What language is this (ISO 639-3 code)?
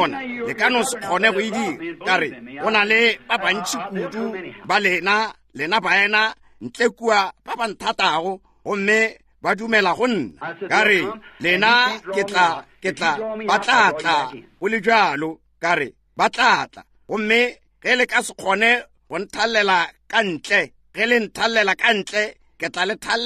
nso